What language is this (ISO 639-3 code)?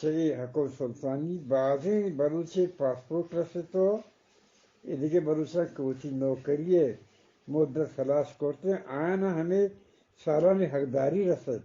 bgp